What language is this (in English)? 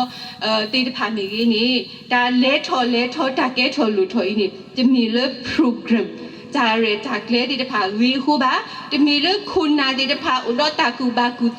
S'gaw Karen